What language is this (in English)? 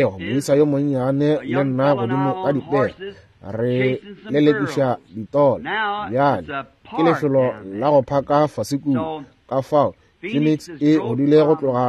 Northern Sotho